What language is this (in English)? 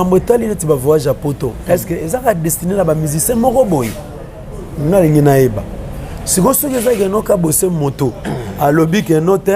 Lingala